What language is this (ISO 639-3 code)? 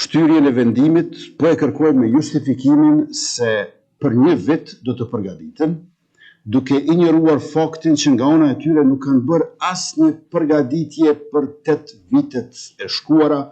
sqi